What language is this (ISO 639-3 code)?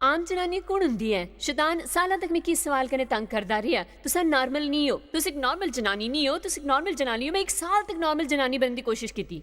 doi